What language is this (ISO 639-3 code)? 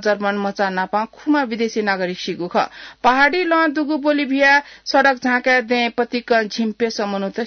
new